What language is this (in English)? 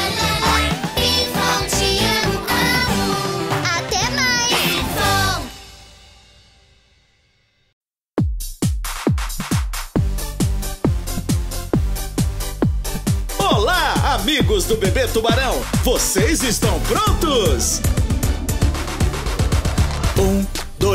Portuguese